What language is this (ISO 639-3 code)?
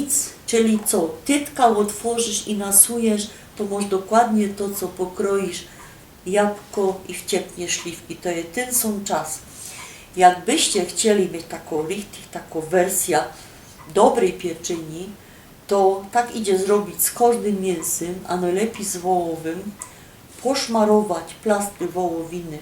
szl